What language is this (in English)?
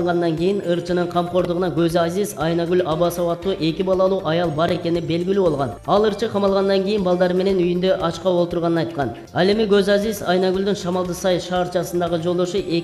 Kyrgyz